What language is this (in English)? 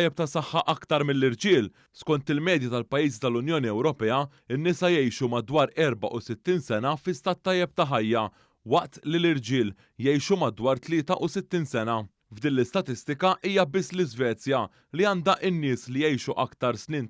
Maltese